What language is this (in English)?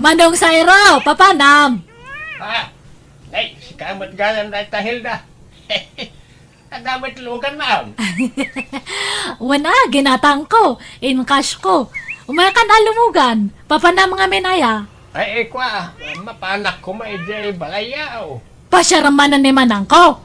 Iloko